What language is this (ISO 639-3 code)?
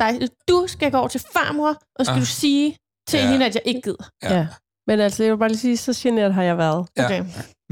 dan